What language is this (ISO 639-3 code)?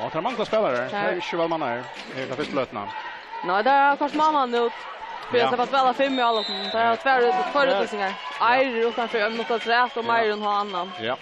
fao